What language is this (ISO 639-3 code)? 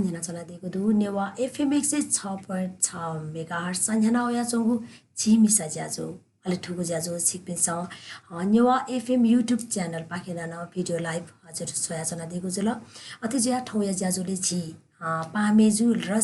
new